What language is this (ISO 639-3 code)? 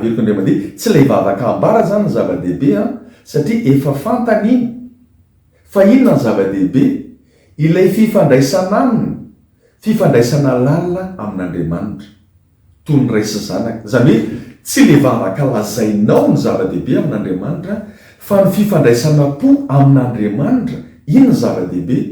mlg